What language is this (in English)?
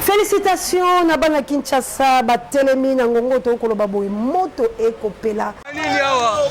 Lingala